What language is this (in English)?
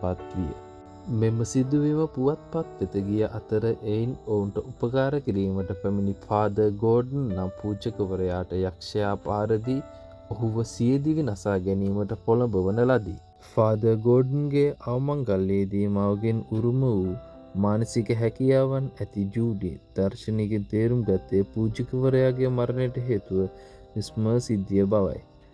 Sinhala